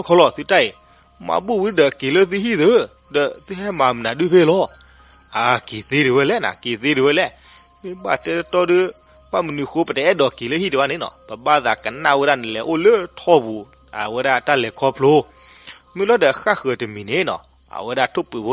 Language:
S'gaw Karen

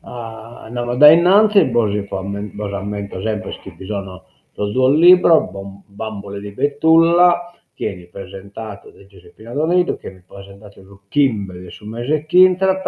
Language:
Sardinian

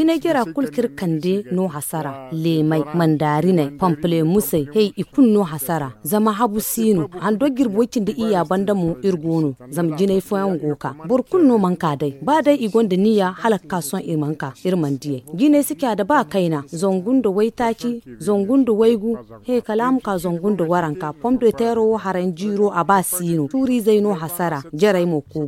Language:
Zarma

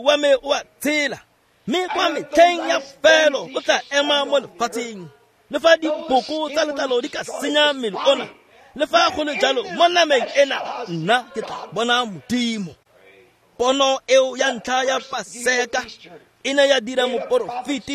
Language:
Tswana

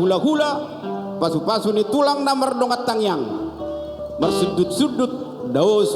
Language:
Batak Toba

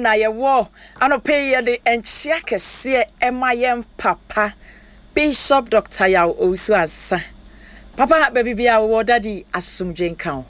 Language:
Akan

